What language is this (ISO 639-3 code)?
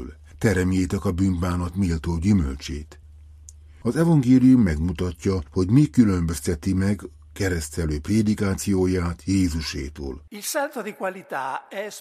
hun